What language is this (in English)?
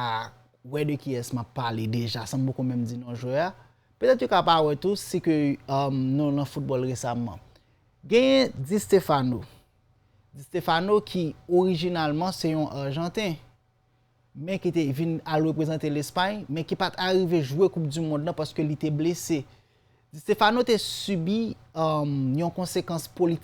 Haitian Creole